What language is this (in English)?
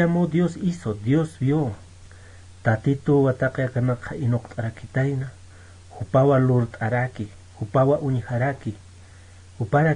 Aymara